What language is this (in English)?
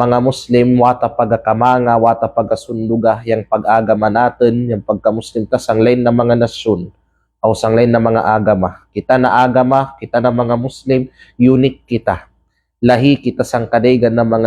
Kalagan